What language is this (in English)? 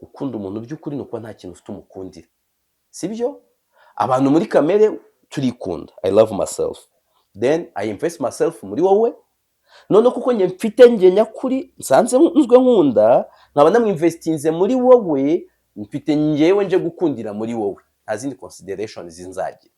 Kinyarwanda